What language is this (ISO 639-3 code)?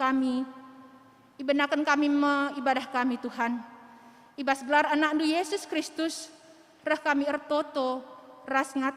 btx